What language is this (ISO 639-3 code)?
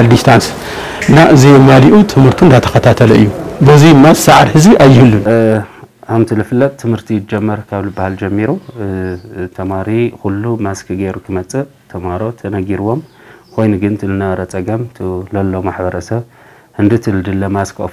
tir